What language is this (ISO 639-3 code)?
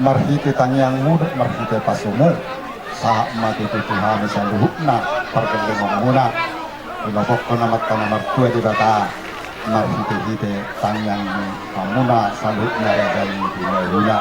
bbc